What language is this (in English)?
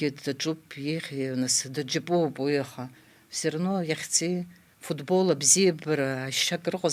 Abkhazian